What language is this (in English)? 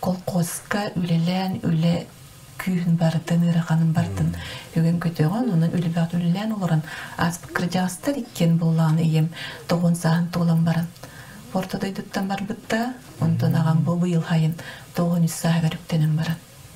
Yakut